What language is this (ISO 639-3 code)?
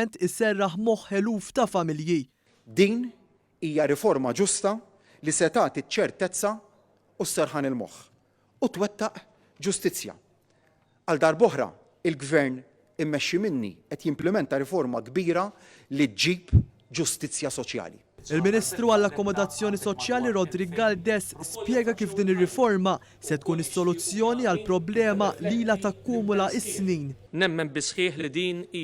mlt